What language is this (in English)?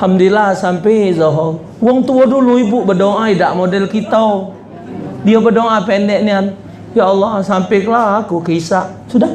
Musi